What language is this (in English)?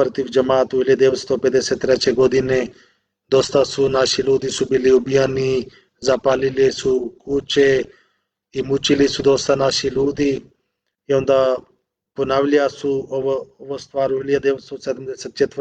Bosnian